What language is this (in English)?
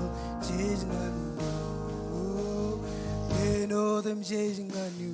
Marshallese